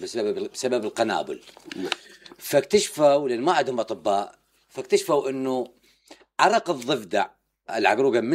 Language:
Mesopotamian Arabic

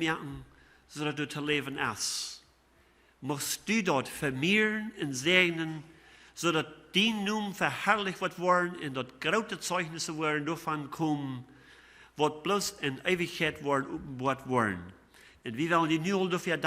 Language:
Plautdietsch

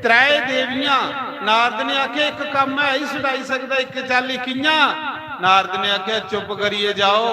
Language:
Dogri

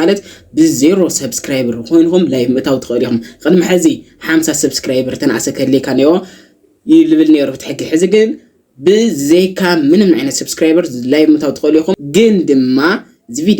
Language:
Tigrinya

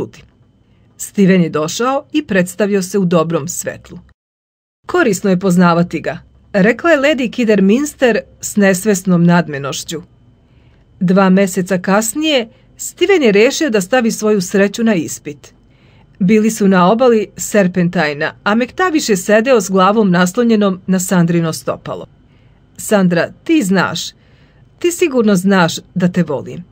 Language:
Serbian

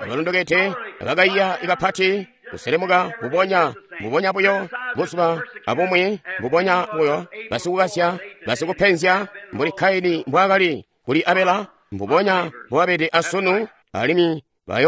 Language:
Tonga (Zambia)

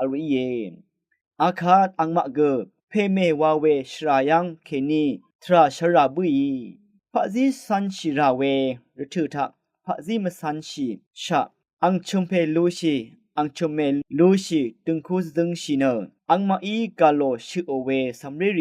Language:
Rawang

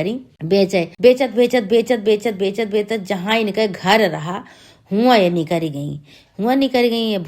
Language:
Awadhi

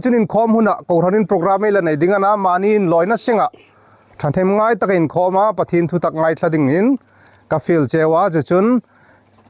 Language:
Hmar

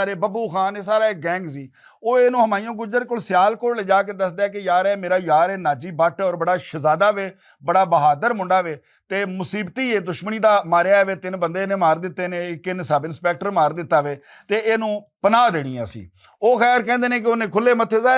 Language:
Western Panjabi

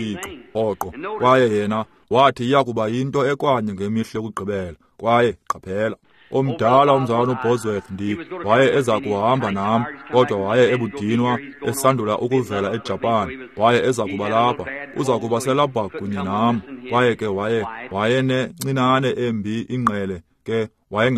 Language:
Xhosa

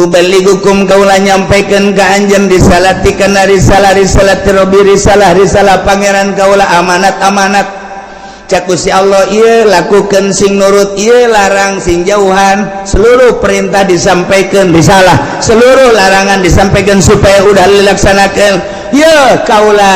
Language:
Sundanese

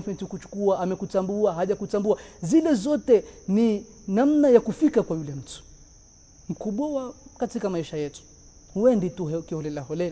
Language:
Swahili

